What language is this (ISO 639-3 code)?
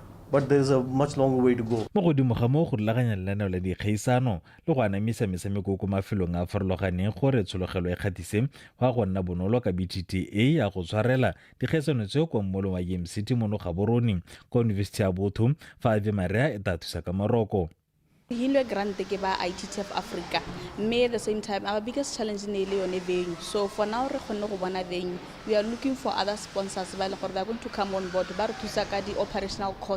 tsn